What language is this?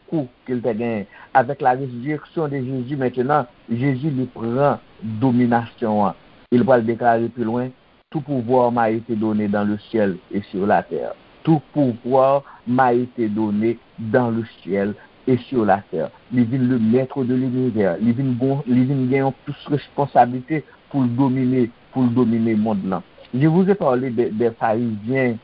Haitian Creole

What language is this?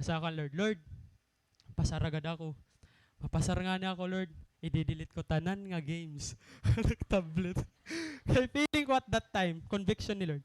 Waray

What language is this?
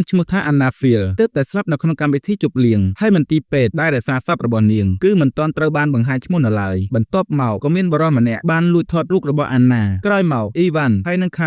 Khmer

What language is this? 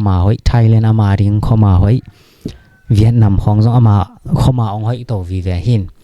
Tedim Chin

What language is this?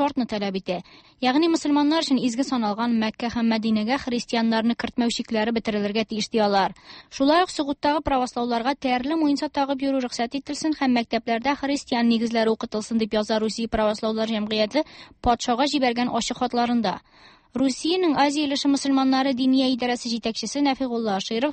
Tatar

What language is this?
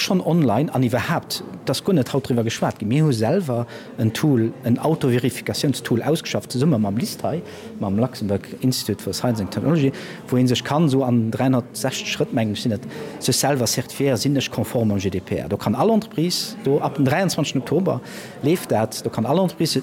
Luxembourgish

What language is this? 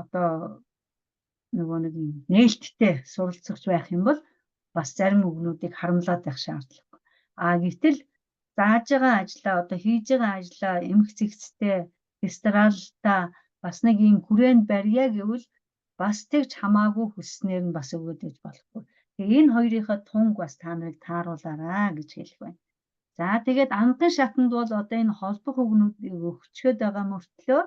Mongolian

